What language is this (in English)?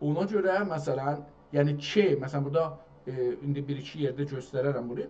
South Azerbaijani